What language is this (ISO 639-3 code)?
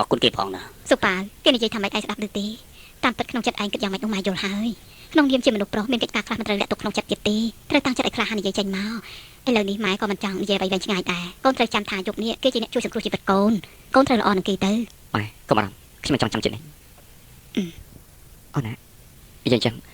khm